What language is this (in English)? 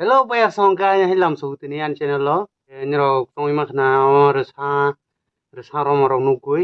Kok Borok